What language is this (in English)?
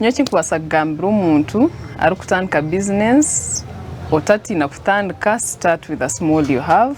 Nyankole